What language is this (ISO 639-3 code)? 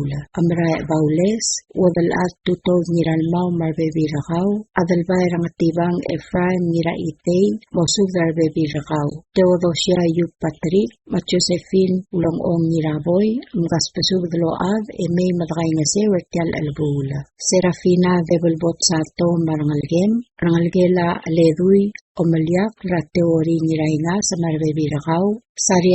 pau